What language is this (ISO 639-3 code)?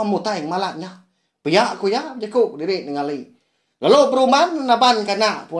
iba